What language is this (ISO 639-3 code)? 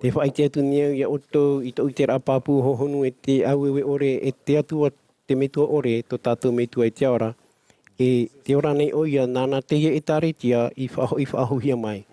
tah